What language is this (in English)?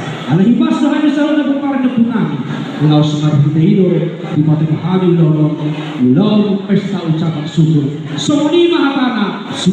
Batak Toba